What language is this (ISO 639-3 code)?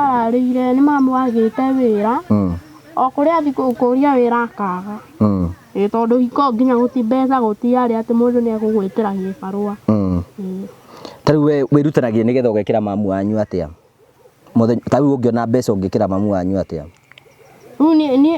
kik